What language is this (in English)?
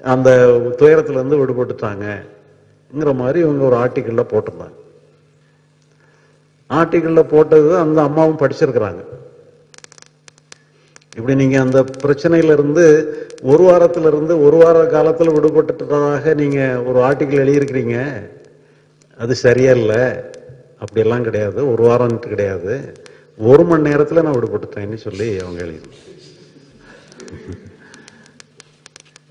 Tamil